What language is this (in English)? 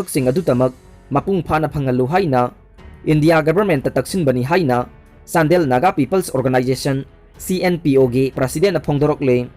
Manipuri